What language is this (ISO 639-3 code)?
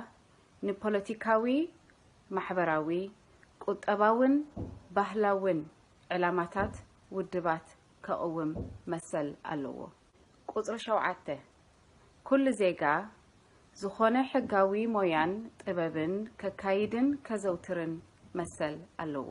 tir